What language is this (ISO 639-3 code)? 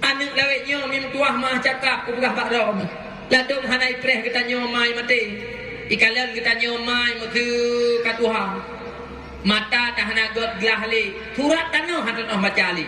ace